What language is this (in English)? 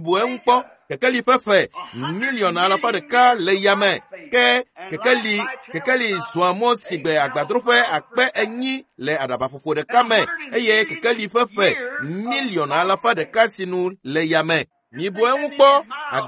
Ewe